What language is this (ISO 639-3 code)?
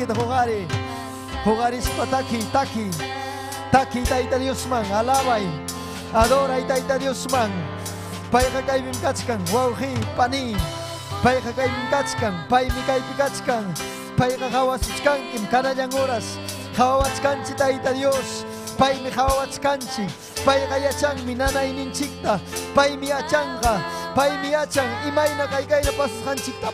quy